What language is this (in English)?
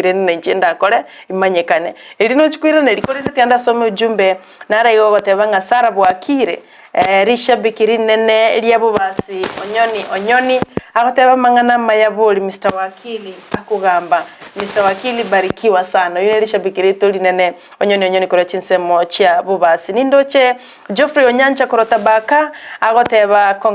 Gusii